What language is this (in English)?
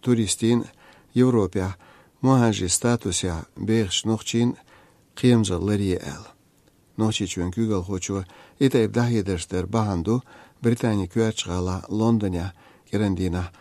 Chechen